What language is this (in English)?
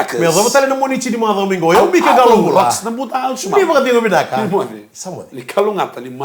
Fijian